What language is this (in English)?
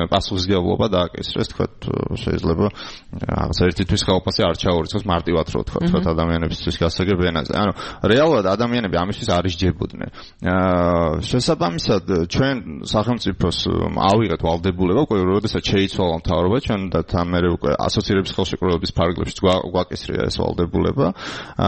Georgian